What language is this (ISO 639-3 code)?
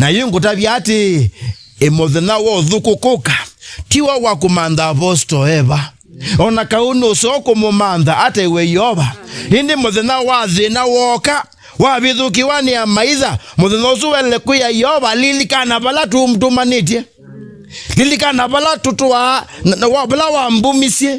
kam